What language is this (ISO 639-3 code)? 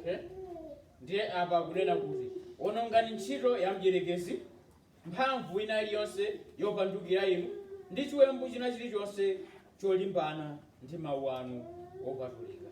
nya